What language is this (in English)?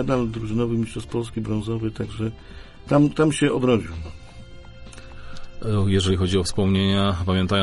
Polish